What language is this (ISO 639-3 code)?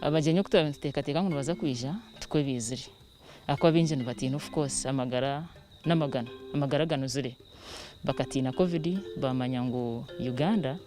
nyn